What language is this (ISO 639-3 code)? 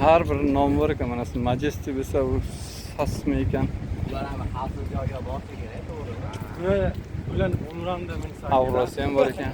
uzb